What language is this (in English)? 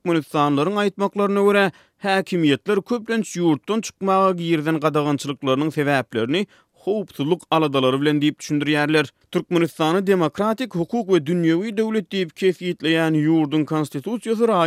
Turkmen